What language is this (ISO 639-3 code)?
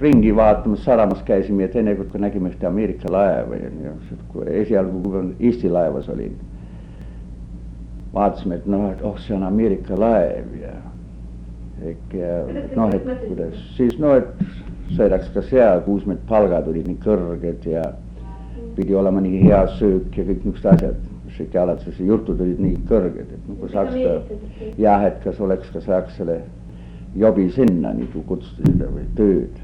est